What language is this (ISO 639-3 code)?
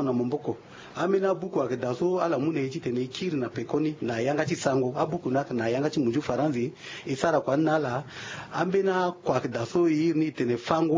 sag